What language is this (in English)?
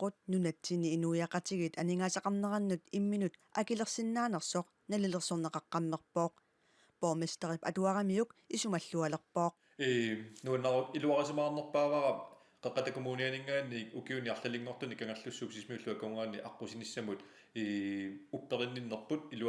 Kalaallisut